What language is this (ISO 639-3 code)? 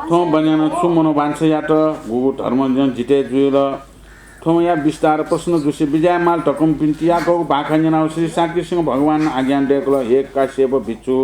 new